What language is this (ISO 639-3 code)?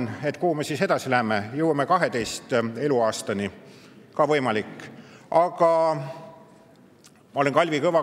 est